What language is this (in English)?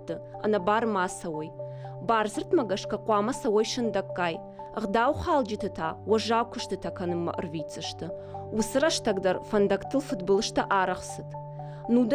Ossetic